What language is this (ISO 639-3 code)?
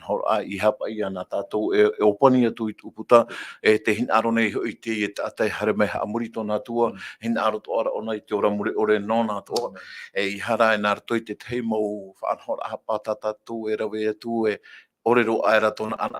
tah